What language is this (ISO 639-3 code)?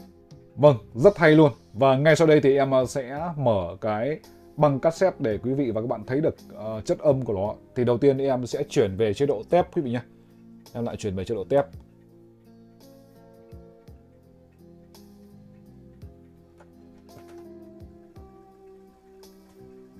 vie